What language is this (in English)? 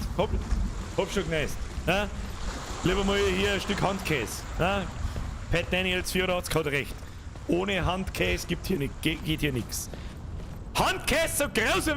Bavarian